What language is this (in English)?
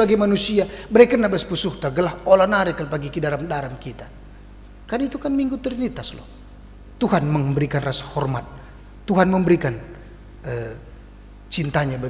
Batak Karo